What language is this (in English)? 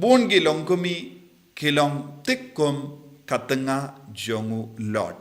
Khasi